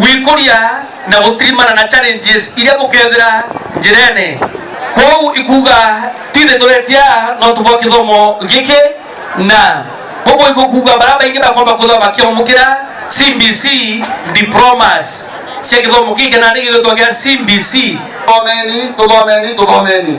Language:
Meru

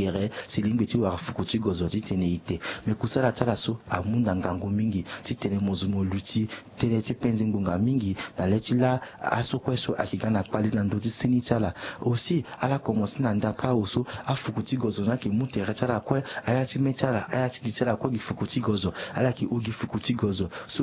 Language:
Sango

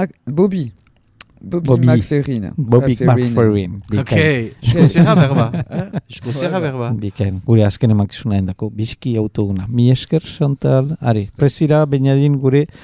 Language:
Basque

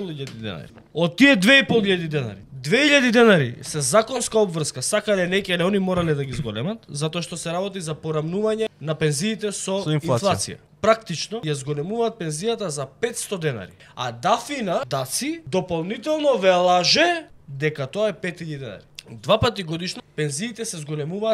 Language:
Macedonian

